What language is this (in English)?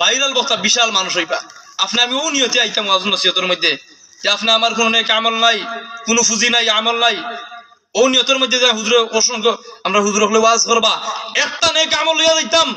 Sylheti